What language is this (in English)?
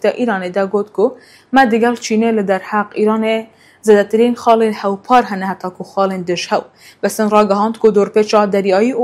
Kurdish